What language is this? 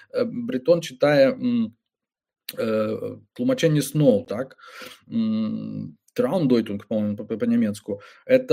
Belarusian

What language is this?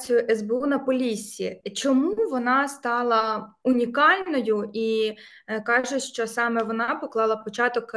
Ukrainian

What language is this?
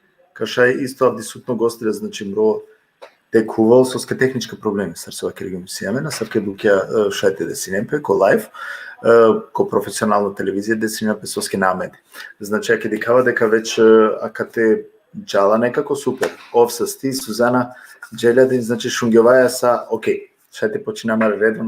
Balkan Romani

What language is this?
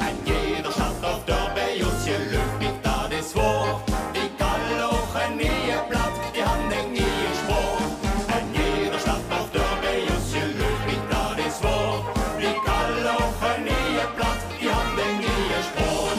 Limburgish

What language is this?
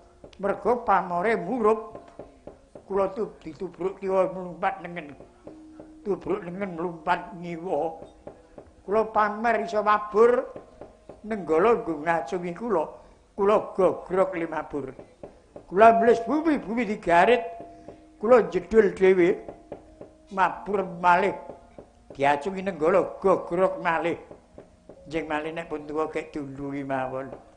Javanese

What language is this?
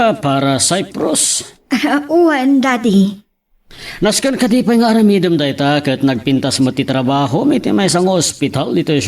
Iloko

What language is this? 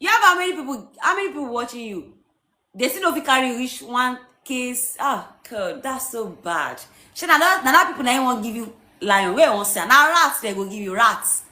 Nigerian Pidgin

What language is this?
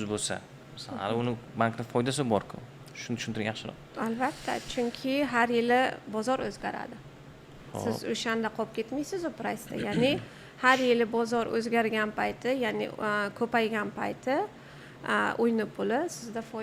Uzbek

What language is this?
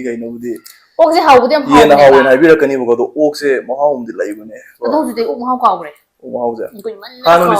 Manipuri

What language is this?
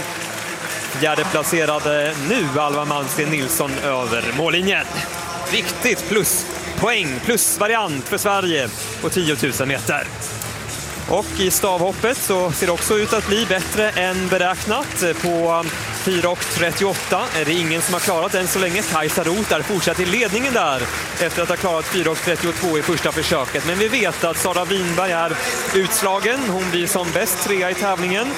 Swedish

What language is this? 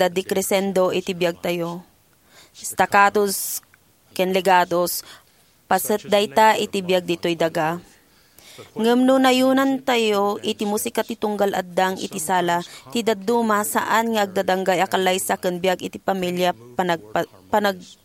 Iloko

